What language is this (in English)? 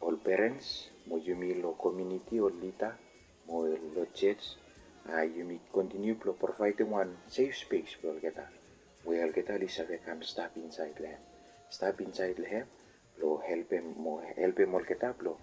Bislama